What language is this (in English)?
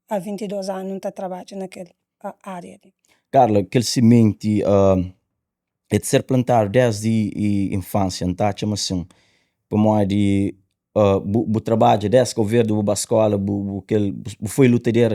Kabuverdianu